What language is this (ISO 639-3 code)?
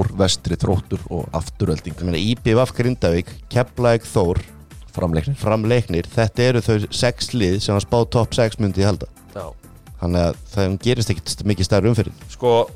isl